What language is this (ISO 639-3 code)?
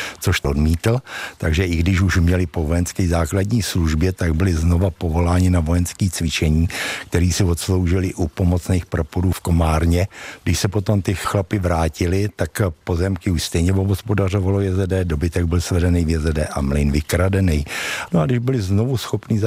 ces